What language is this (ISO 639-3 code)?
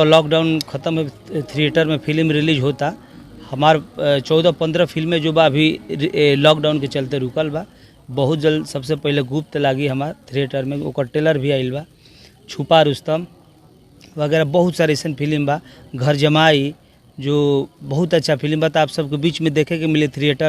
bho